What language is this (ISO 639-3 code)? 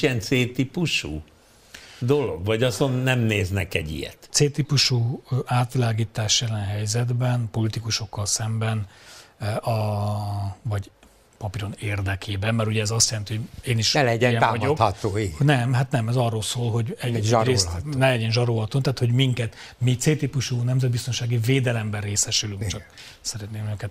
hun